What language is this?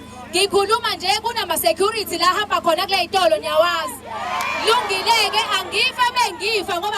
Zulu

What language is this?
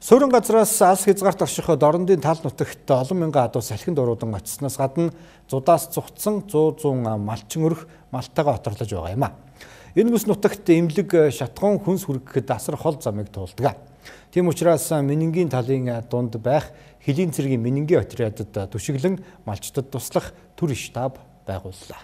Mongolian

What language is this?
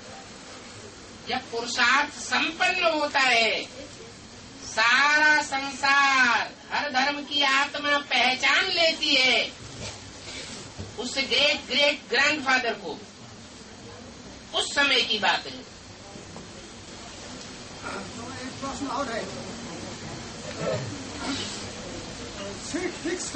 Hindi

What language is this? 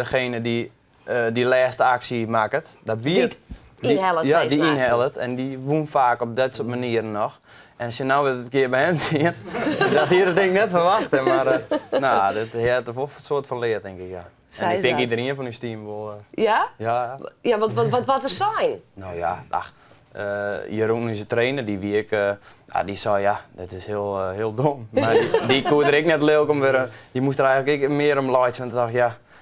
Western Frisian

